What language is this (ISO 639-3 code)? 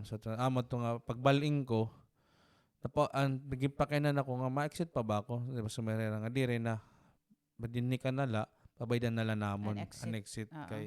war